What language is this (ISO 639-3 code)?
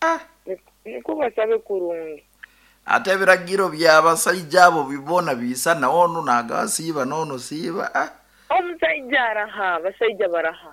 nyn